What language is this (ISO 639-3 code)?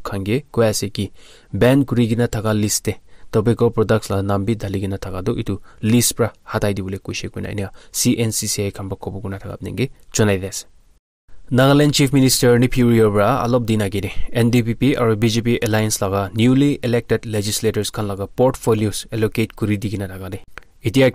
nag